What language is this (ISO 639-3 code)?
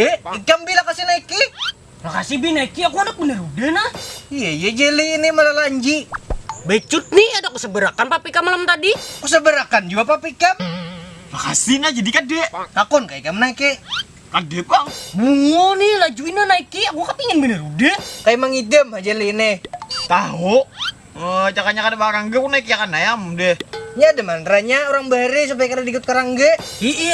bjn